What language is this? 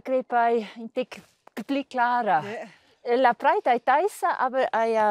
Romansh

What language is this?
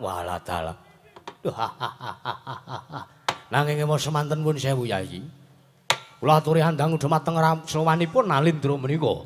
Javanese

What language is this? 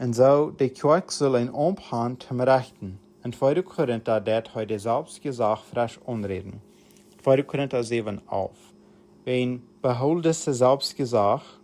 Plautdietsch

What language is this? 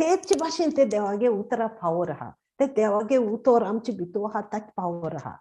Konkani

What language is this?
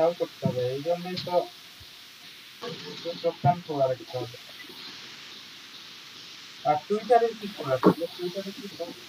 Bangla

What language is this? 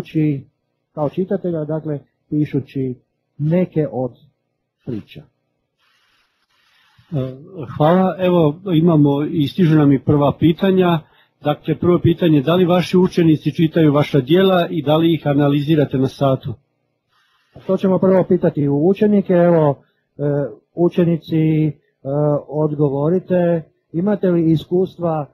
Croatian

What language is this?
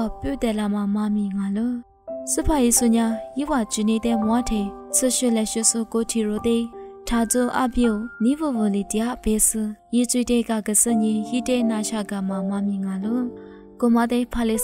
Lisu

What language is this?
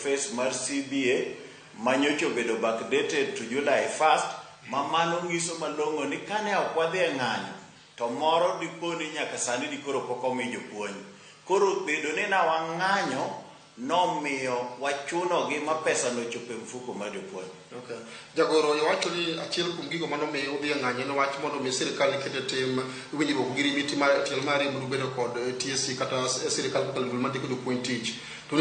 Luo (Kenya and Tanzania)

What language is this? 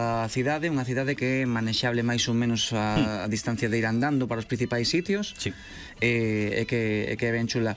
Galician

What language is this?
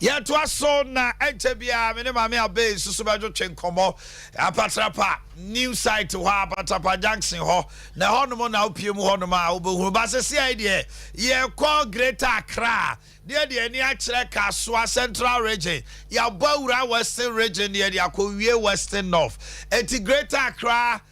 Akan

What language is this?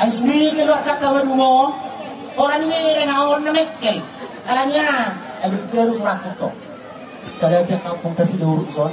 Batak Toba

